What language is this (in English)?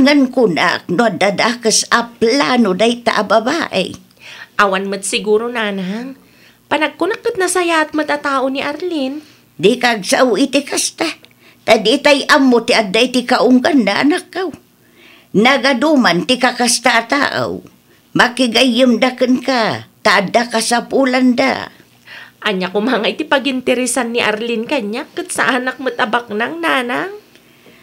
Iloko